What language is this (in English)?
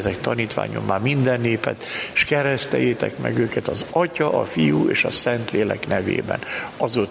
Hungarian